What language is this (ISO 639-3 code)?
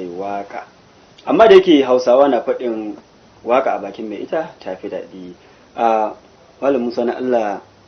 hau